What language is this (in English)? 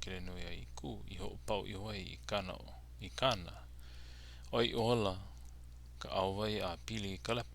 Hawaiian